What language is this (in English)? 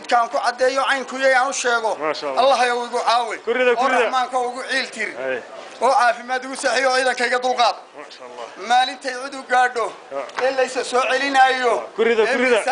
Somali